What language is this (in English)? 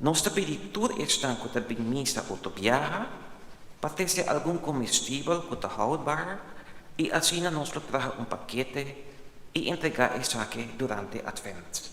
Papiamento